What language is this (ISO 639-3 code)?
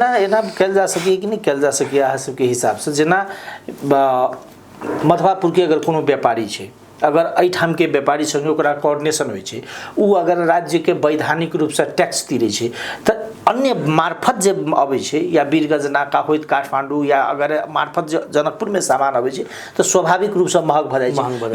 mai